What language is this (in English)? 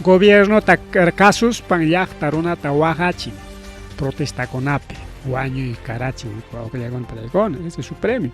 Ayacucho Quechua